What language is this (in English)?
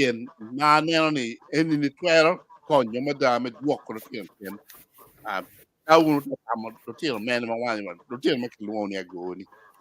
Acoli